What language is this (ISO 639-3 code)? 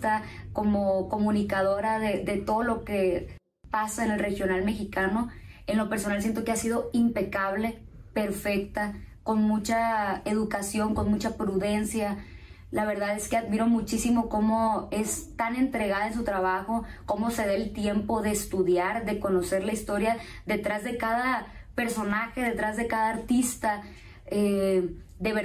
spa